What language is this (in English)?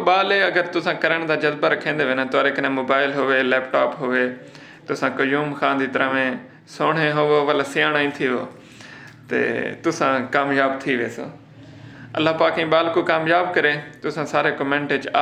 Saraiki